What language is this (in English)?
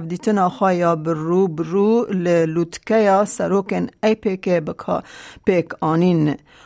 Kurdish